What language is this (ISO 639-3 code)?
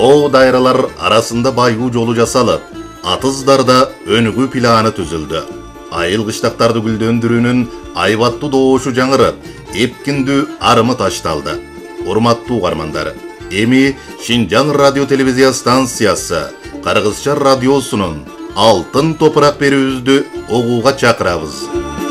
kir